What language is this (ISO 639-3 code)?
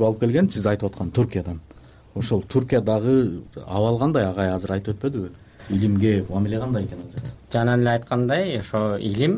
kir